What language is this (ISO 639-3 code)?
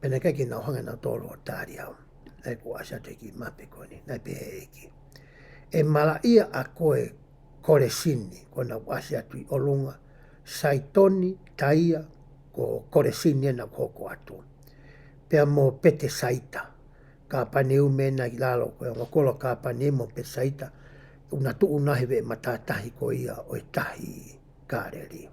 ton